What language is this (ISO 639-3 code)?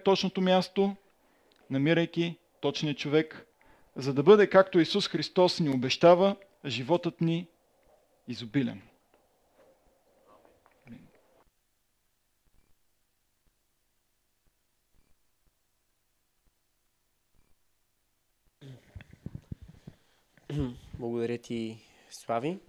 bul